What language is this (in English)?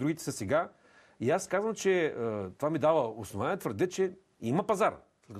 Bulgarian